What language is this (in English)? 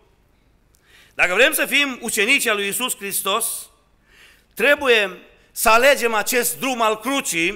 Romanian